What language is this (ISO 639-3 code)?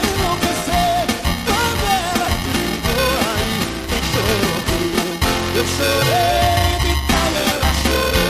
por